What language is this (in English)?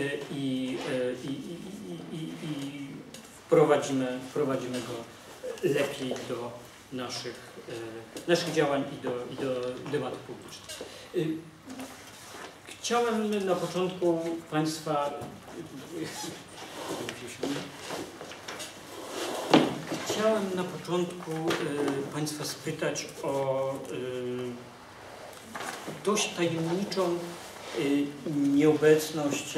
Polish